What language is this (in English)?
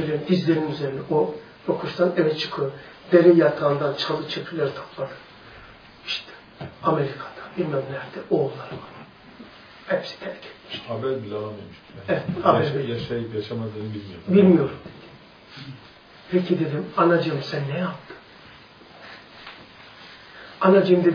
Turkish